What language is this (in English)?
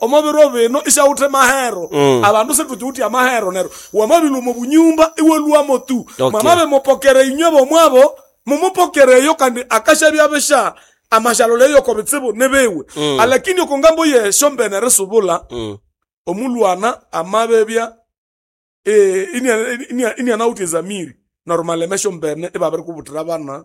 Nande